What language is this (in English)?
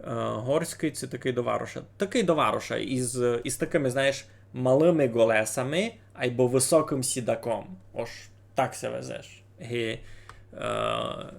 Rusyn